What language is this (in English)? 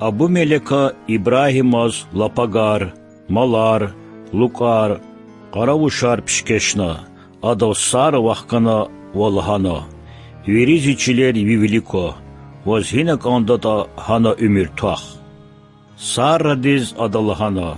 Lezghian